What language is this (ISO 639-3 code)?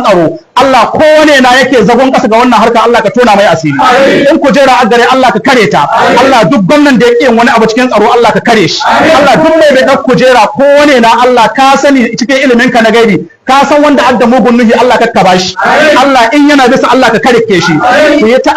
hau